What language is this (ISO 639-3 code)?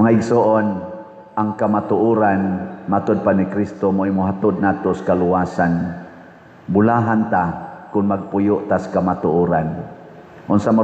ceb